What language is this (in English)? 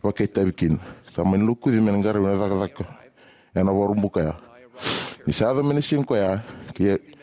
Fijian